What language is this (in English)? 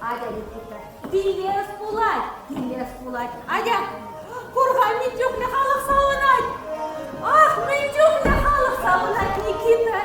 Chuvash